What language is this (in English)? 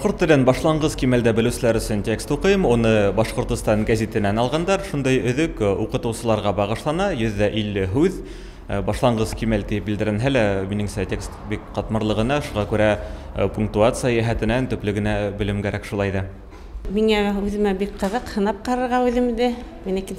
Bashkir